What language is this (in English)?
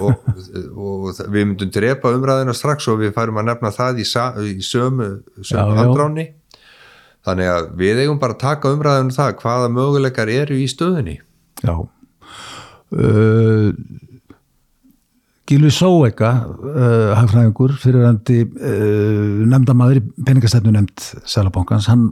Icelandic